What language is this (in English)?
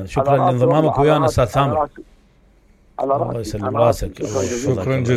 Mesopotamian Arabic